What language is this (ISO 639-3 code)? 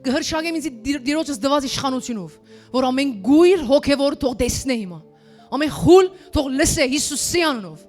hyw